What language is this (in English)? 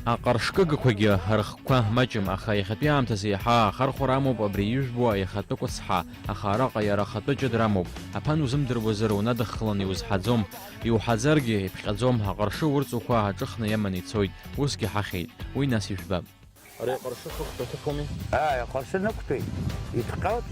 Abkhazian